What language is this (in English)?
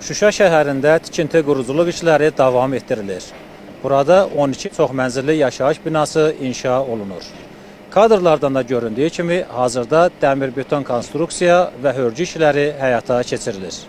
Azerbaijani